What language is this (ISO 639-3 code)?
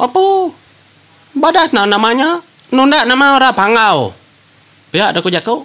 iba